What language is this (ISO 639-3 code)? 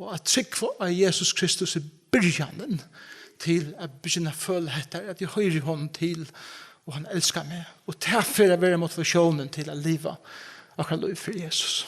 fao